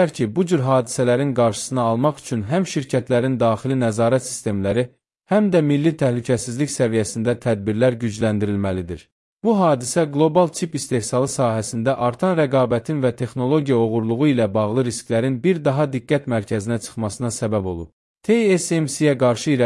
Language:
Azerbaijani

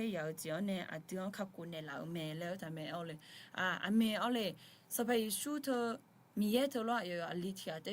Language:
Akha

